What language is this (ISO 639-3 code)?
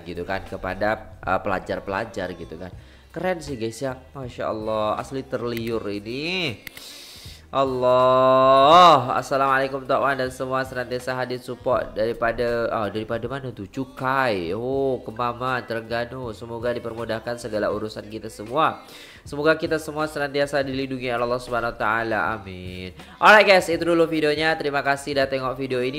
msa